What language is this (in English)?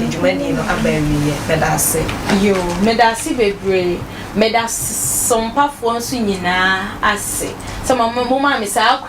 Akan